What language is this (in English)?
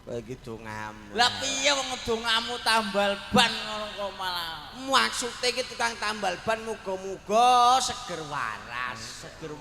Javanese